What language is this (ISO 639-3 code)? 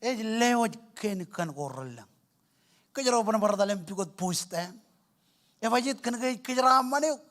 mah